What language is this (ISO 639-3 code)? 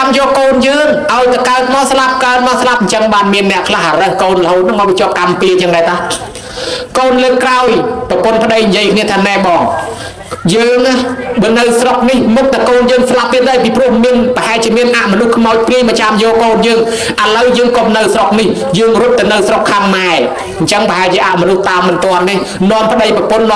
khm